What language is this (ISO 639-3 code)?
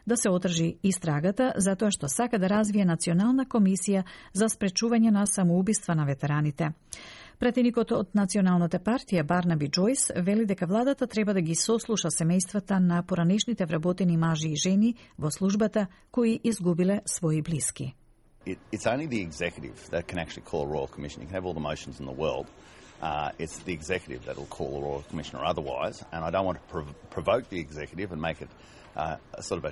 mkd